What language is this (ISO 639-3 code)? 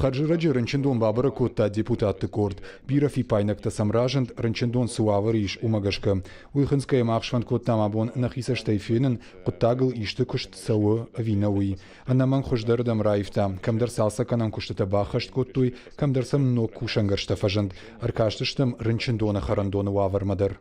oss